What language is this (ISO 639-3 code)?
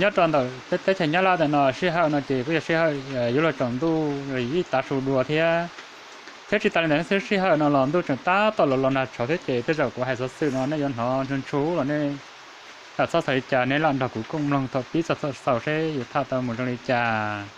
hmn